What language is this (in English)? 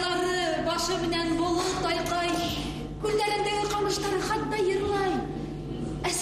Bashkir